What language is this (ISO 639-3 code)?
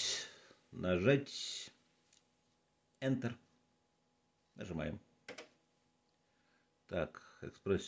rus